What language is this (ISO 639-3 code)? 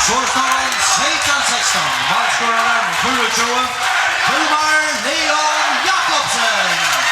fao